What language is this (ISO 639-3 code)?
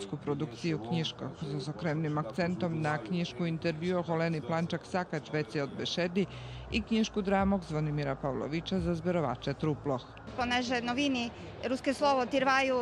rue